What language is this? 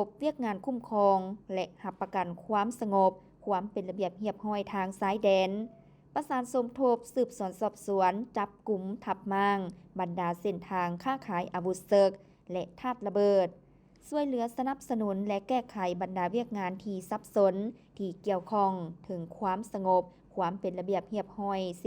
Lao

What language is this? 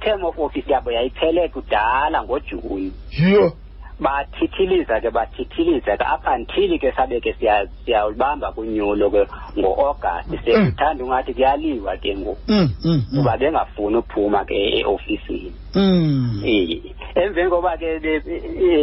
Xhosa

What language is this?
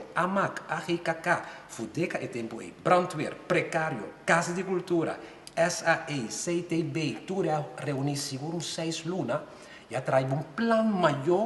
Papiamento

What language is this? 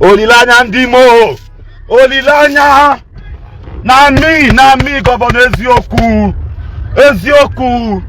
Igbo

